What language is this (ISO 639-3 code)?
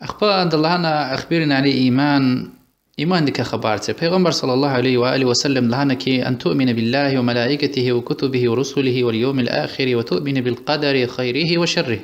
lez